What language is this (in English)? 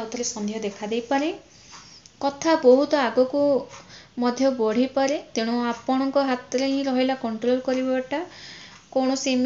Odia